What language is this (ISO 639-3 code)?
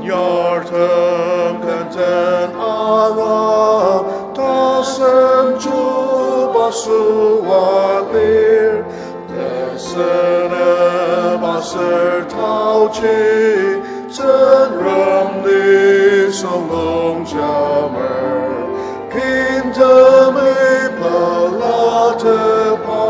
njo